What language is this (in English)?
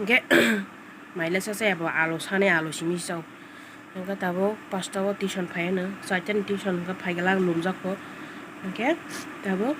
Kok Borok